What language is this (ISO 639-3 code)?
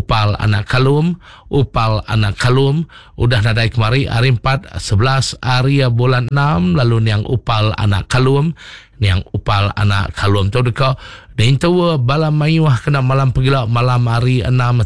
iba